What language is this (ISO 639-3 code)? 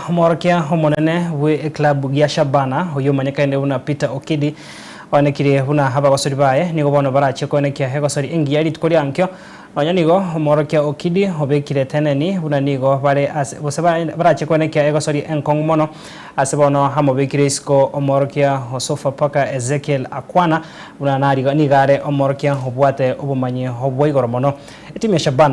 guz